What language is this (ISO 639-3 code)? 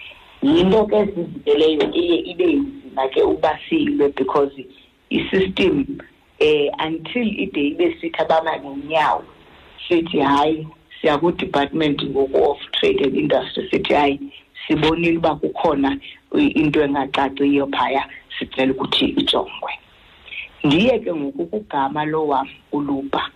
xho